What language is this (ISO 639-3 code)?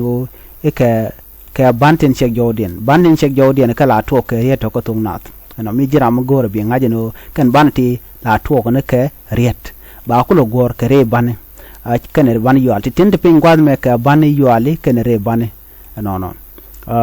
nus